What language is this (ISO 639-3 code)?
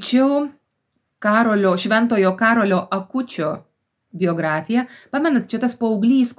lit